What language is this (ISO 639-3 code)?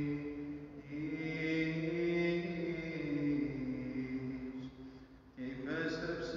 ell